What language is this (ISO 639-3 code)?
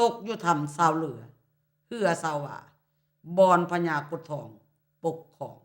lao